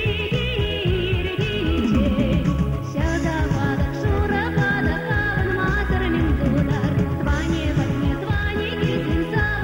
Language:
Chuvash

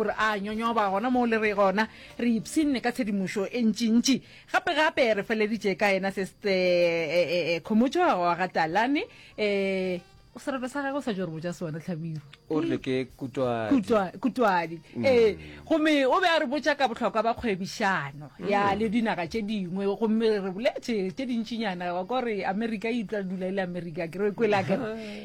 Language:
Northern Sotho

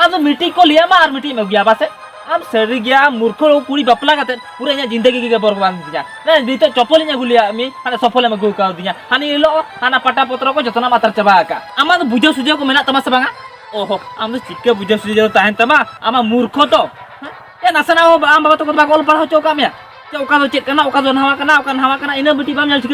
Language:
Santali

